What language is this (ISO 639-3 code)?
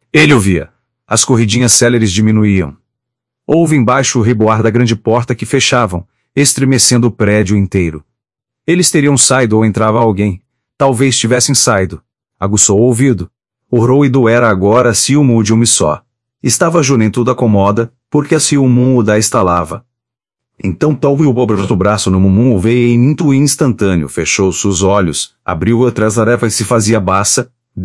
por